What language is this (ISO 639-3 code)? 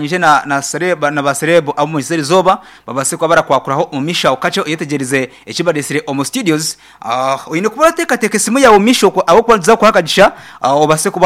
nyn